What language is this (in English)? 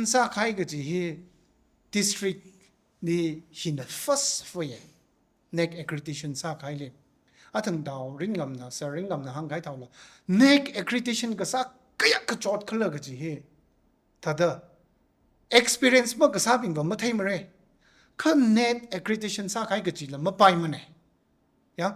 Tangkhul Naga (India)